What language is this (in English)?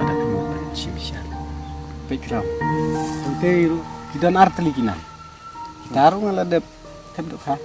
Khasi